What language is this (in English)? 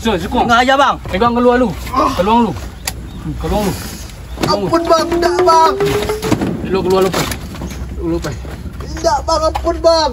Minangkabau